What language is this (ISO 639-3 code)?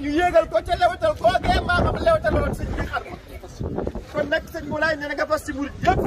wol